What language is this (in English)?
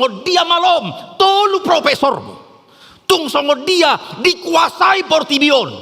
Batak Toba